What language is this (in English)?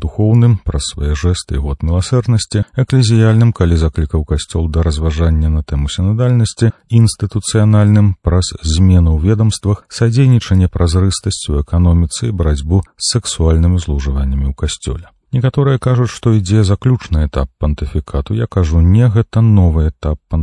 Belarusian